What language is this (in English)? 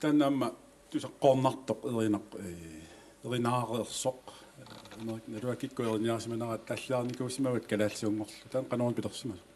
Kalaallisut